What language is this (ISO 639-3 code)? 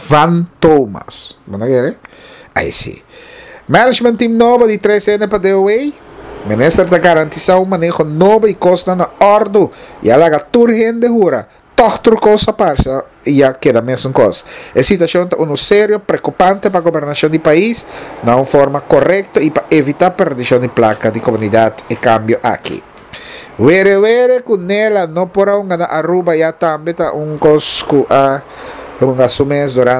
pap